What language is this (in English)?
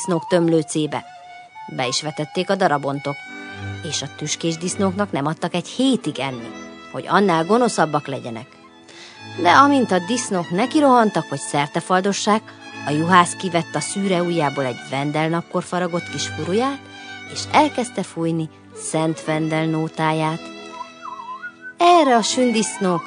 Hungarian